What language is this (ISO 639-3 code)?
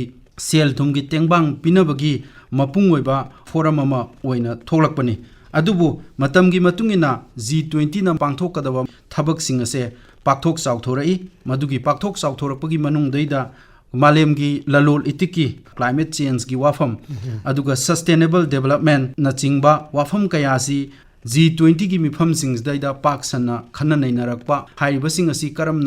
mni